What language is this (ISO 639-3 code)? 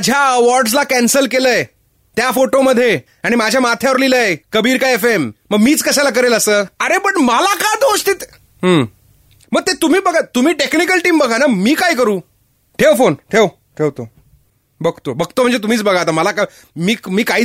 mar